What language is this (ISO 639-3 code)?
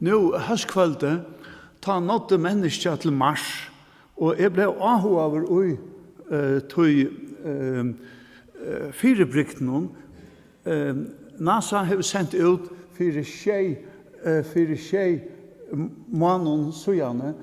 fao